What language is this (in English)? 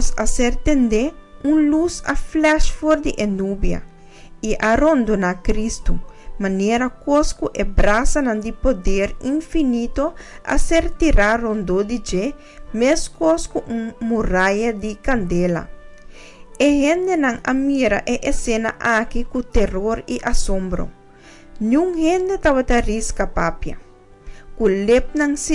Papiamento